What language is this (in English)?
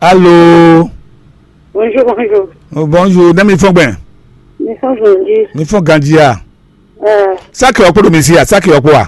Fon